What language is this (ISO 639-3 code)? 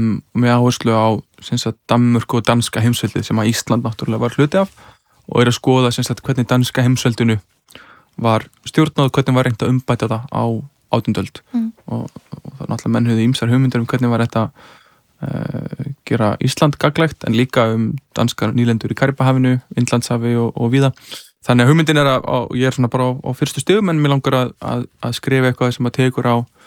isl